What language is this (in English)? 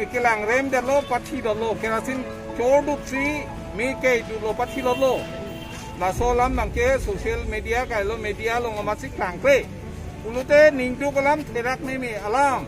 Karbi